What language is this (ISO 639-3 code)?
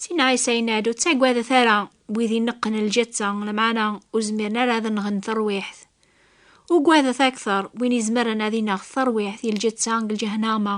kab